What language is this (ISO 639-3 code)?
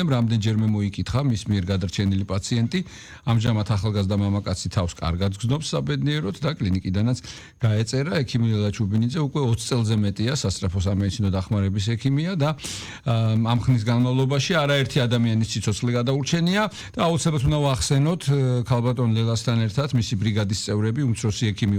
kat